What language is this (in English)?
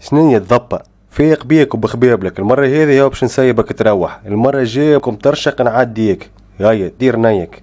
Tunisian Arabic